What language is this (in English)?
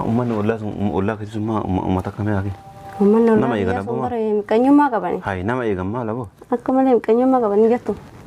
Oromo